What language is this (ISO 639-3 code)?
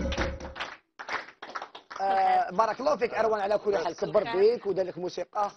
arq